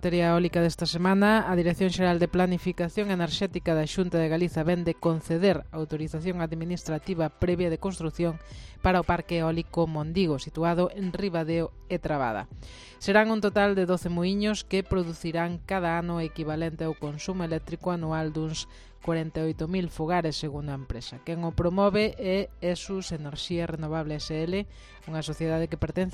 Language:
Galician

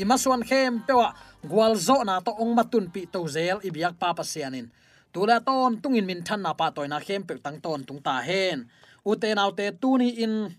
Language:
Tedim Chin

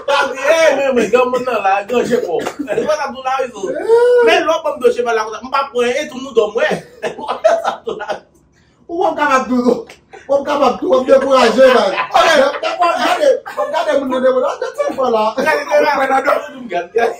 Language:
Haitian Creole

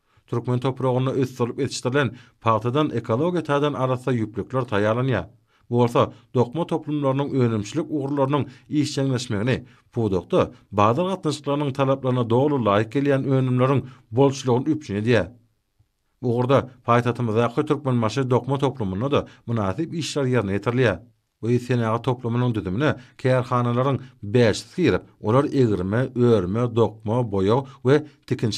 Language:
Turkmen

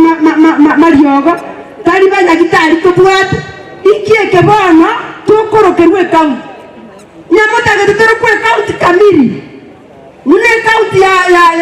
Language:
Gusii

